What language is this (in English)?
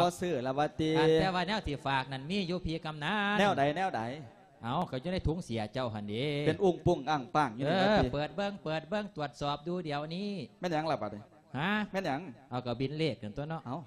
Lao